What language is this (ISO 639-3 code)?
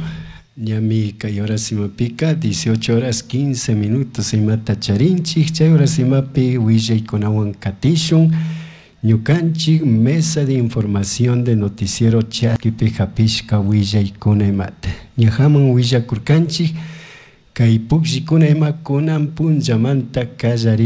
qug